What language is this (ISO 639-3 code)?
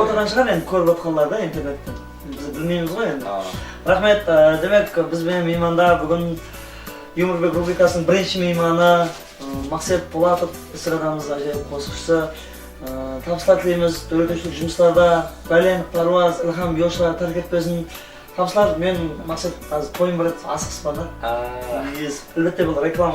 kaa